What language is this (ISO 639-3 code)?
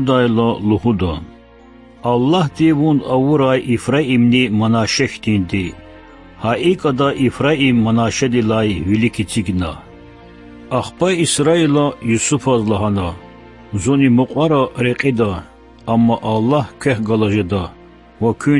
lez